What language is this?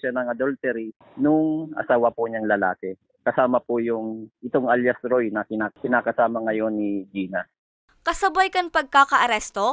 Bikol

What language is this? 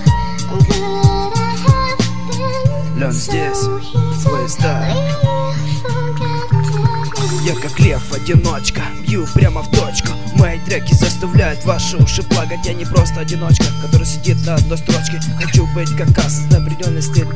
Russian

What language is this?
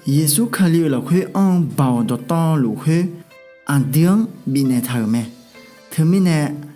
Akha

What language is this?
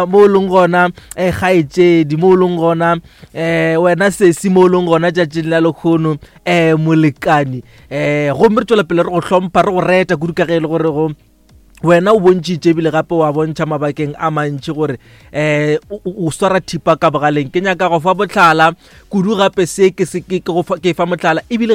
Northern Sotho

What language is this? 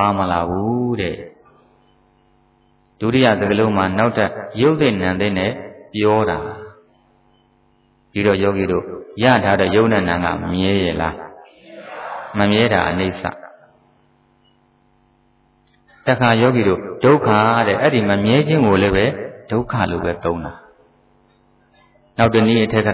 Burmese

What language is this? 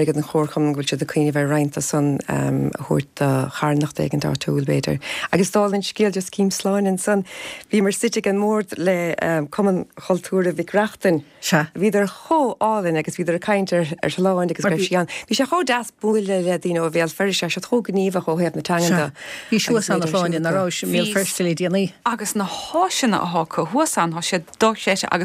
Irish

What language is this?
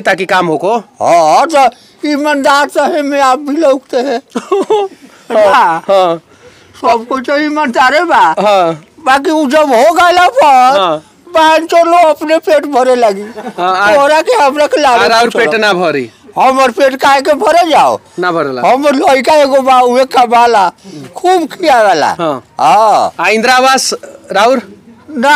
Bhojpuri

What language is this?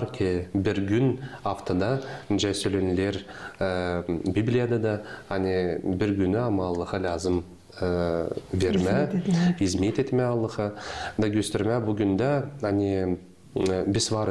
Gagauz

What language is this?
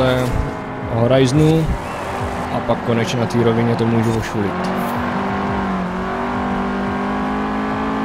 Czech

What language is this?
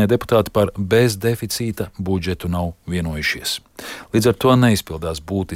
Latvian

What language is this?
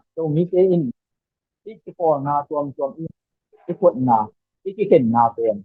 Tedim Chin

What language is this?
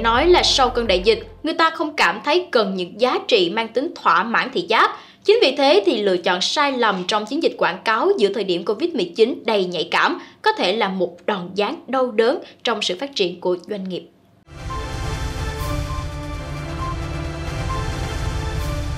Vietnamese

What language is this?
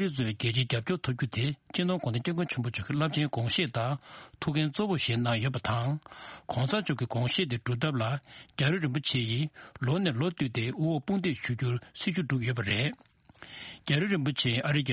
Tibetan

